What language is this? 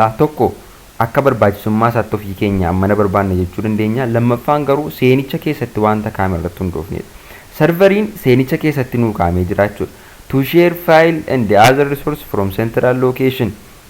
Oromo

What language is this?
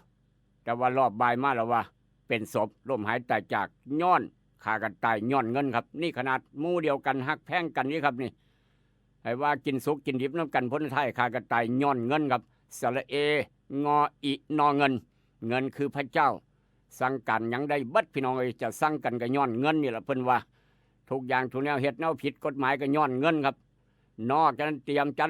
Northeastern Thai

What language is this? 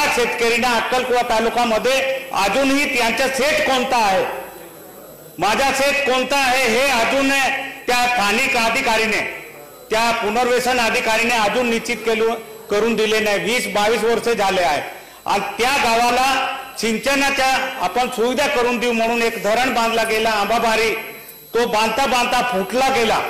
Marathi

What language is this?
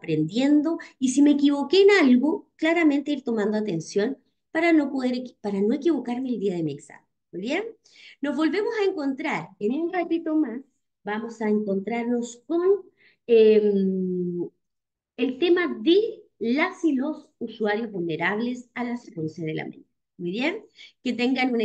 Spanish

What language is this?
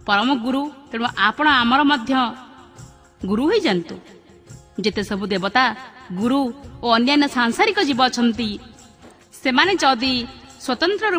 Odia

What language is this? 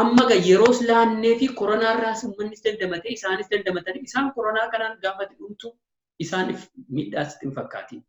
Oromo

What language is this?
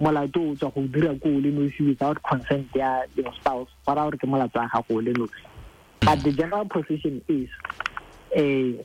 Tswana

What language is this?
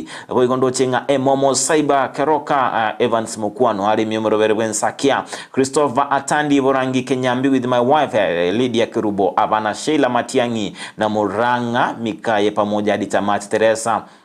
Gusii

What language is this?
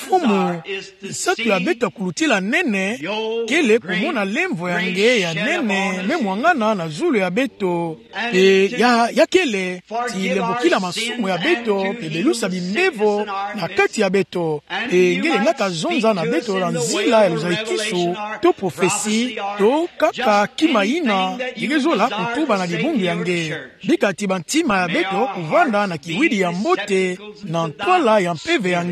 Kituba (Democratic Republic of Congo)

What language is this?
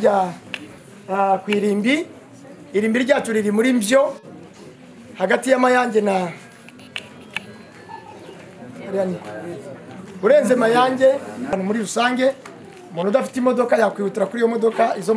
Kinyarwanda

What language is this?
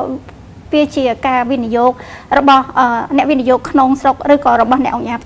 Khmer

